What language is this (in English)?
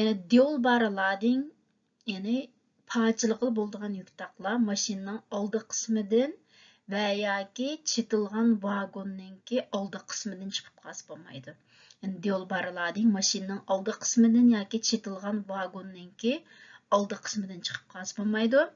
Uyghur